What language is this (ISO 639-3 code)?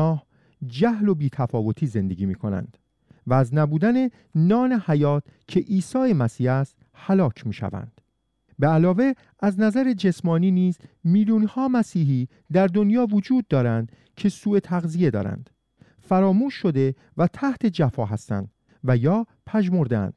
fas